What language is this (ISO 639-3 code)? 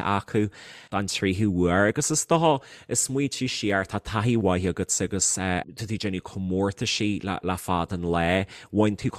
gle